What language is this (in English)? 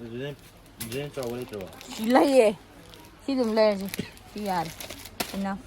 Manipuri